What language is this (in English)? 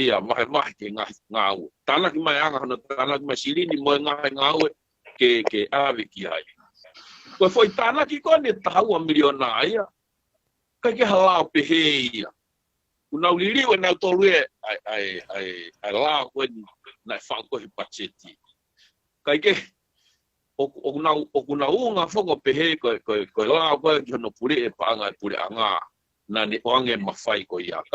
Tongan